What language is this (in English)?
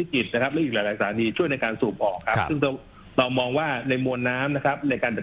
Thai